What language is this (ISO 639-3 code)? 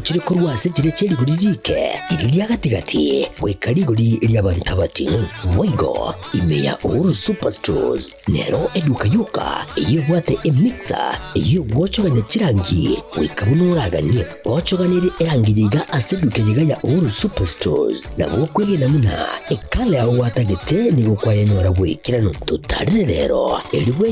guz